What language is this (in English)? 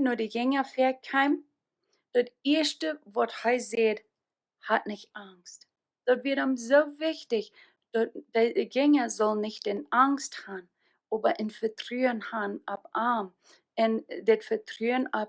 Plautdietsch